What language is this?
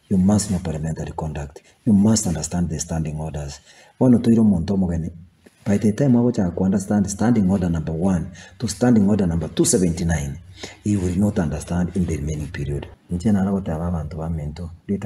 Gusii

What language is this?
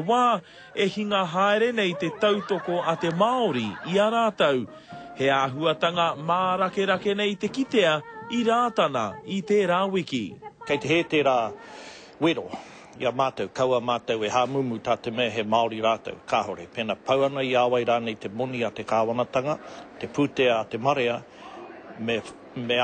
Māori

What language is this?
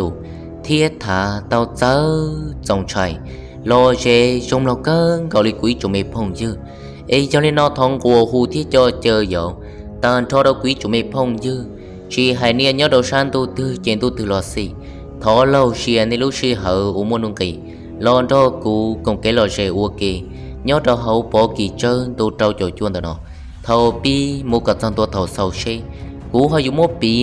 Hmong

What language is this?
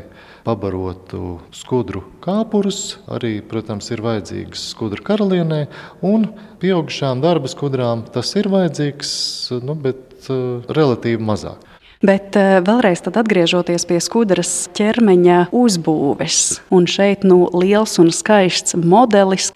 Latvian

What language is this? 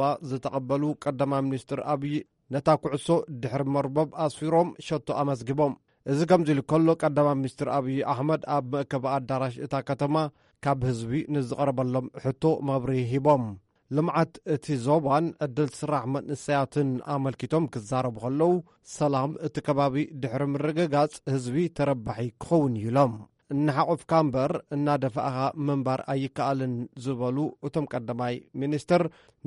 Tigrinya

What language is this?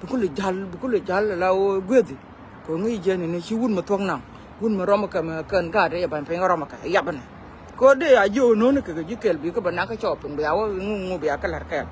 Nuer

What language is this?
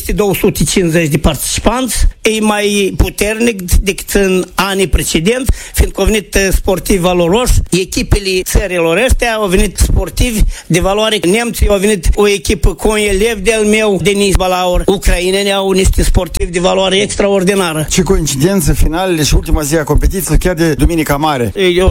Romanian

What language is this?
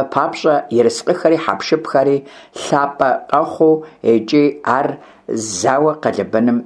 Kabardian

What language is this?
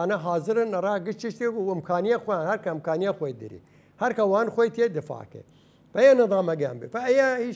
Southern Kurdish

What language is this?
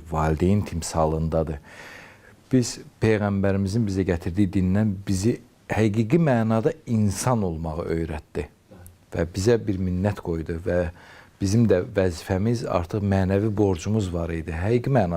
Azerbaijani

